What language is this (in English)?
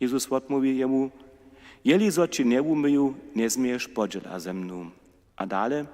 Upper Sorbian